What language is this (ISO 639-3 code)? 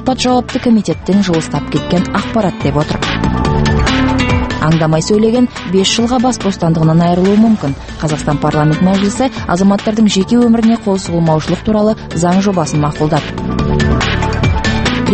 kaz